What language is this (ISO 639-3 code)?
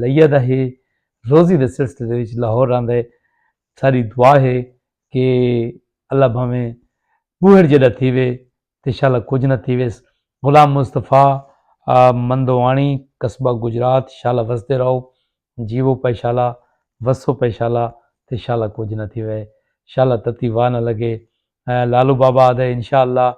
skr